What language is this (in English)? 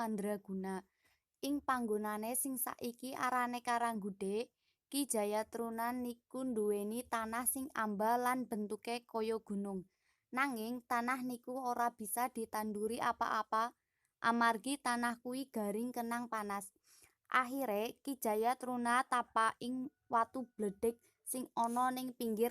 Javanese